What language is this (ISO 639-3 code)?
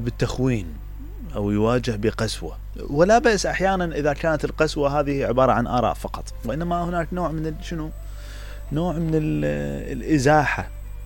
acm